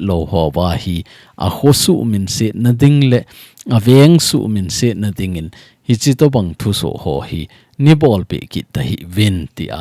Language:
Thado Chin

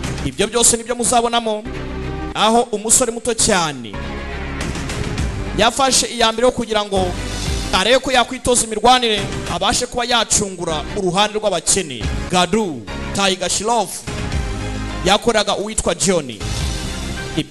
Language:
Kinyarwanda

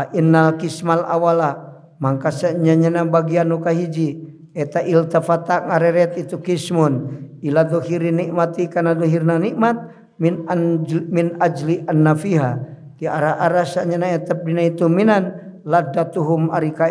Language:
Sundanese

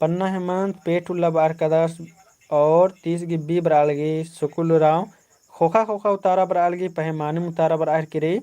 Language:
Kurukh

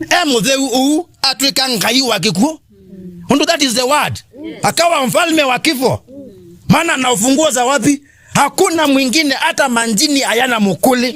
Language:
Kamba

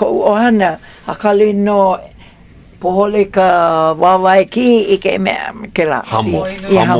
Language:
Hawaiian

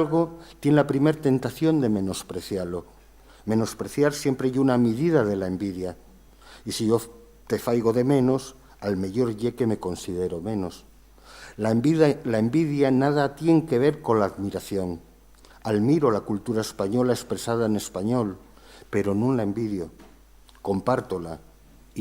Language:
Asturian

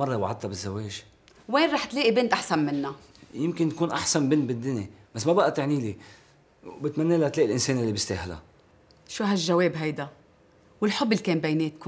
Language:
North Levantine Arabic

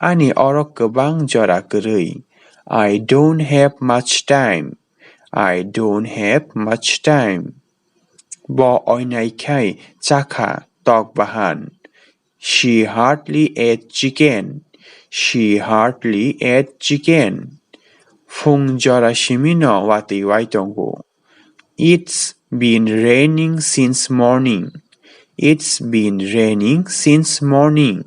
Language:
Kok Borok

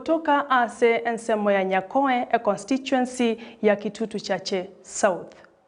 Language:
Gusii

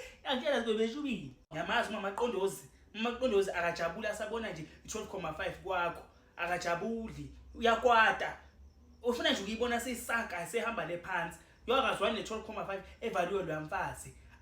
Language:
Zulu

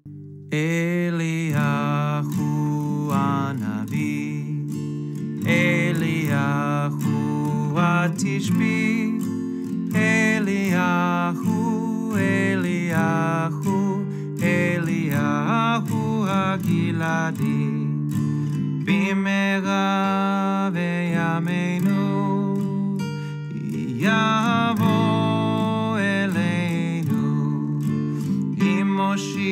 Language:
Hebrew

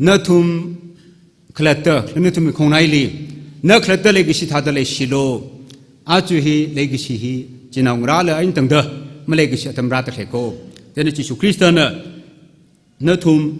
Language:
Tangkhul Naga (India)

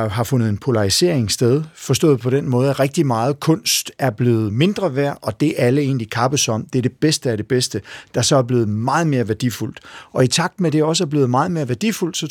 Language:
Danish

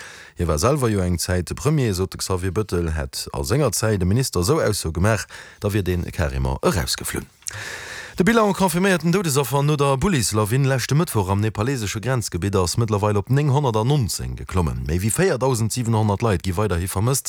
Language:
Luxembourgish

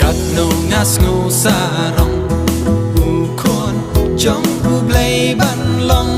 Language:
Khasi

